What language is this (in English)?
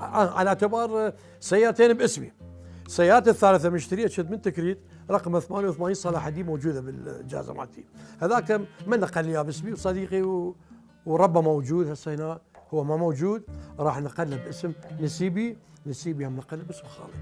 Mesopotamian Arabic